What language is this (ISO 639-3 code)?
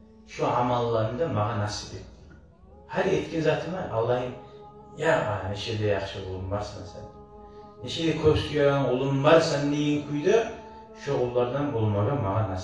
kum